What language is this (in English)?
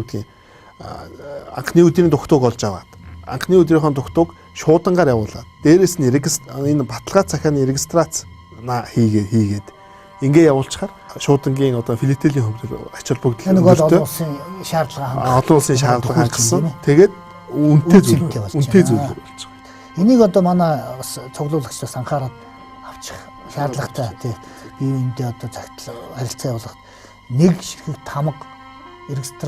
Mongolian